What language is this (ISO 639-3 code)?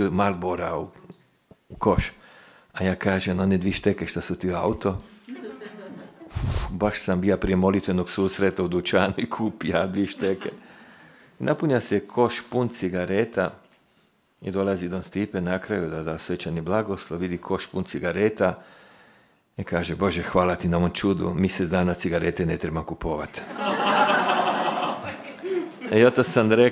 hrv